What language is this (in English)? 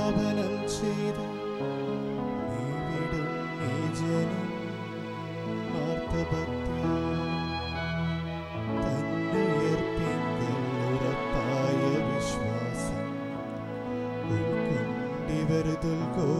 Malayalam